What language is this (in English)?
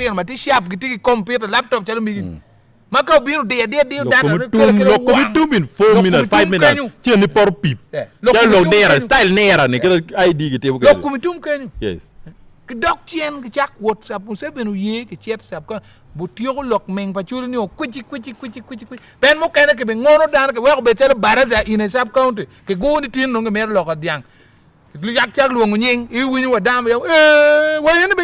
Acoli